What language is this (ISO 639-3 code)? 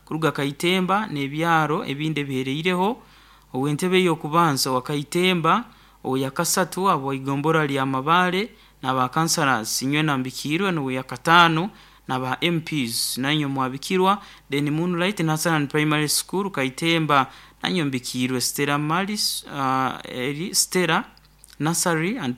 nyo